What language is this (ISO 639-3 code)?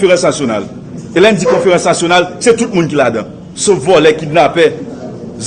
hat